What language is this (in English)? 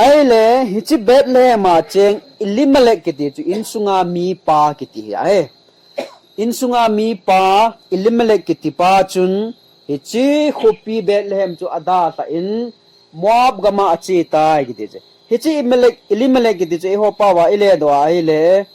Thado Chin